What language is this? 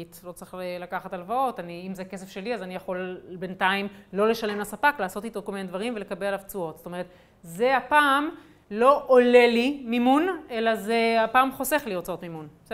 Hebrew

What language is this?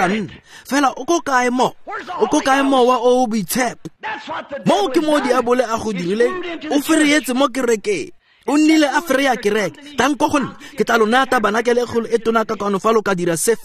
Tswana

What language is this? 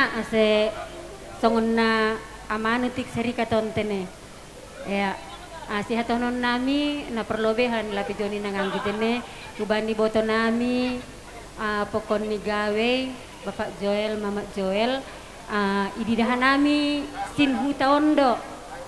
Batak Simalungun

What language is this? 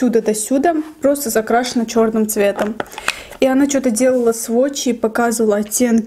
Russian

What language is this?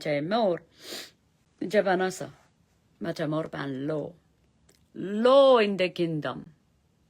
Pohnpeian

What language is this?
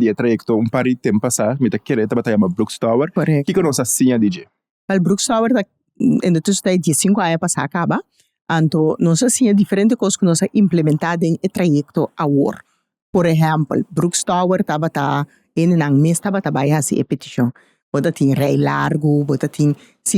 Papiamento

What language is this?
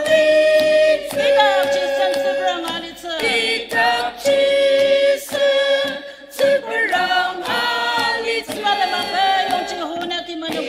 Ao Naga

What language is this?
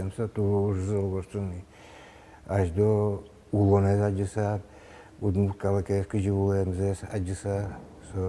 Udmurt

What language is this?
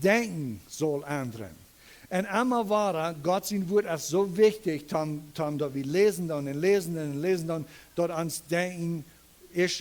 Plautdietsch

